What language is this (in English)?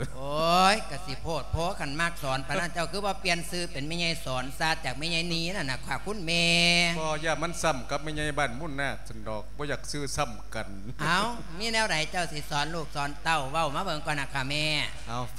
Lao